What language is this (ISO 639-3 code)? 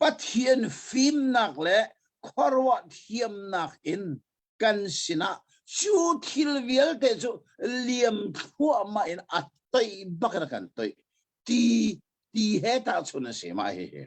cnh